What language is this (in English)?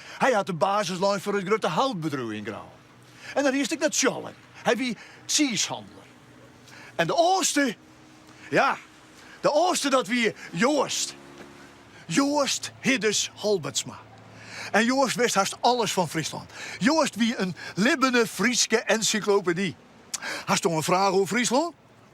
Western Frisian